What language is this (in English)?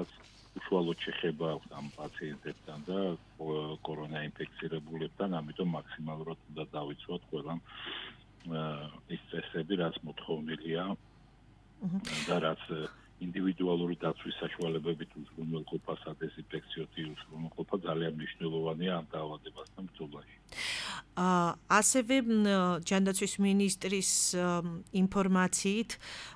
Georgian